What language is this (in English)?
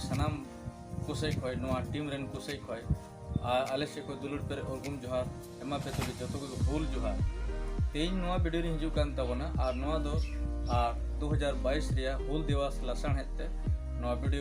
Santali